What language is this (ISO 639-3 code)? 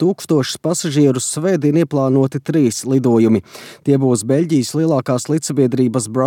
lav